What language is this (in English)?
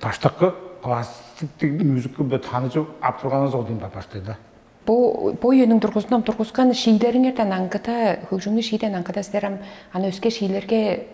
Tuvinian